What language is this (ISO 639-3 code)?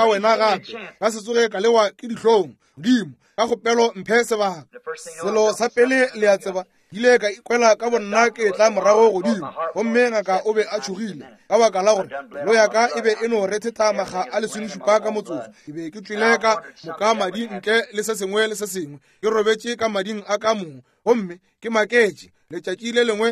nso